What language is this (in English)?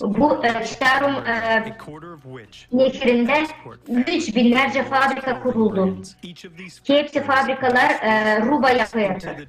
Gagauz